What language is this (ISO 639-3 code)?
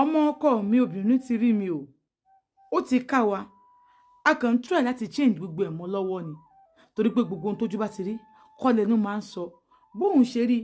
yor